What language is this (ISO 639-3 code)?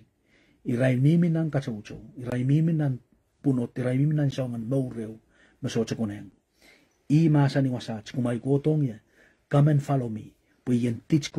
pon